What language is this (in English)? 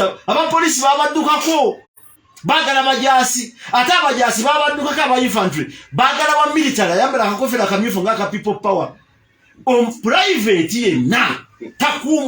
Ganda